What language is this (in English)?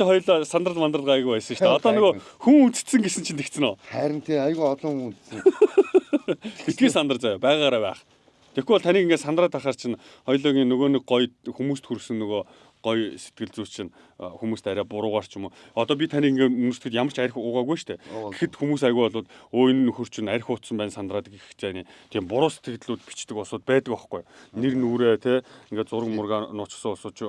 Mongolian